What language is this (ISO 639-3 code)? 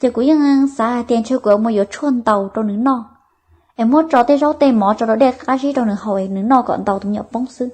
hmn